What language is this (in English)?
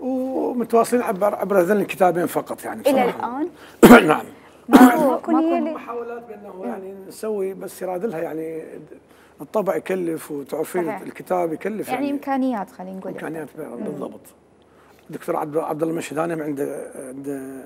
Mesopotamian Arabic